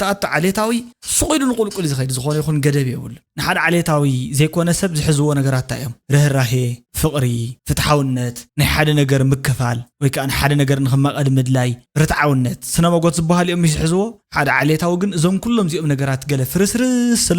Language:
Tigrinya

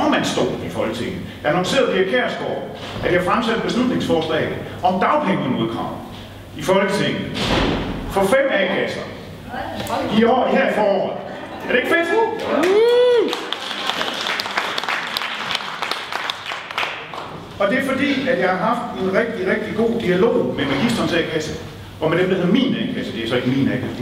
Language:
Danish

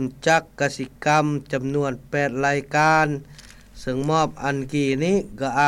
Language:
Lao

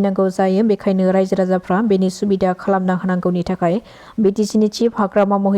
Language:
Bodo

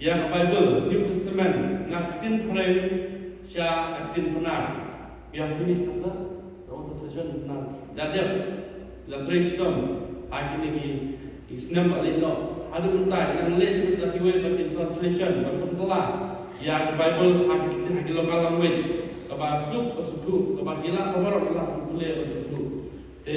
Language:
Khasi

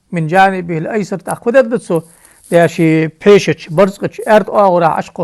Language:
Ingush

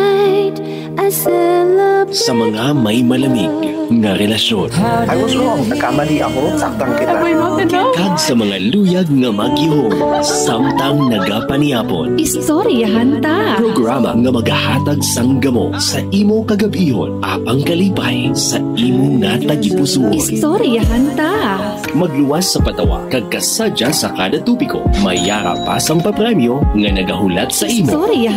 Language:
Hiligaynon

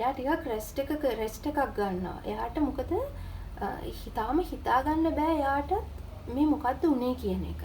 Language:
Sinhala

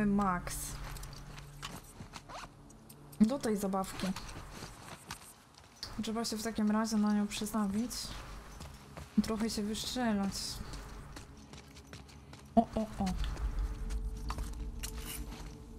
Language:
Polish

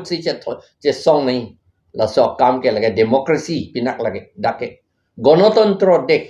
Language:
Karbi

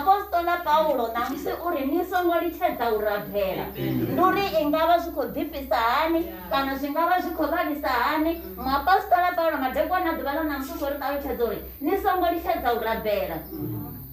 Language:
Venda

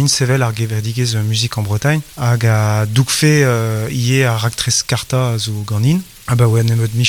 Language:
Breton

